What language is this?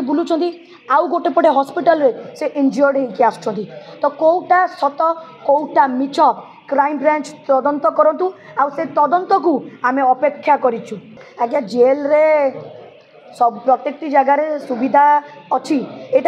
Odia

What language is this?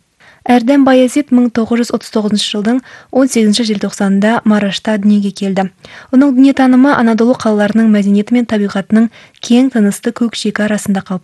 Kazakh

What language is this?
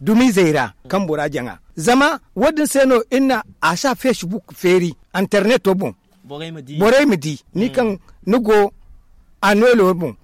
Zarma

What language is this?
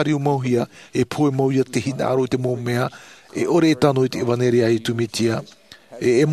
Tahitian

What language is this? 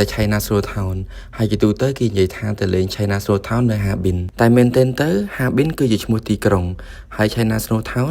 Khmer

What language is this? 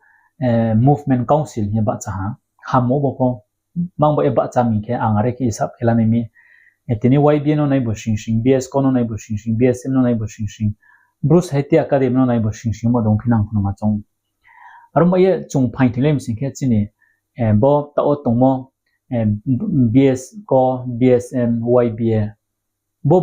Riang (India)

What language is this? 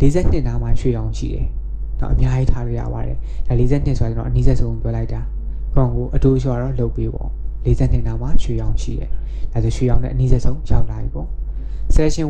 Burmese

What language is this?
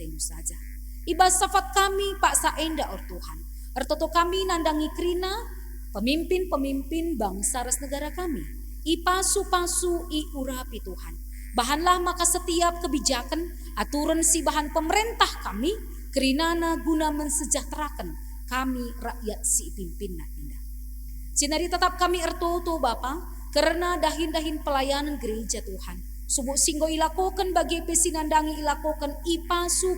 Batak Karo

